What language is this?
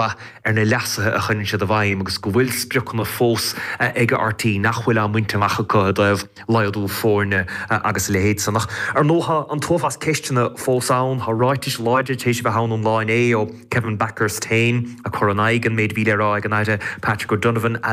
Irish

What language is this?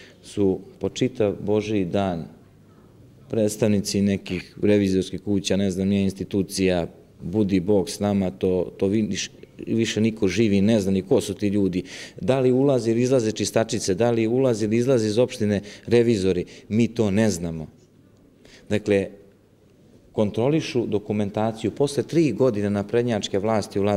Serbian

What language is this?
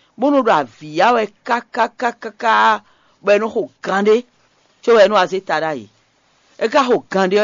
Fon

